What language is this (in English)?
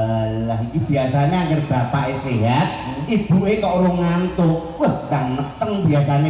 Javanese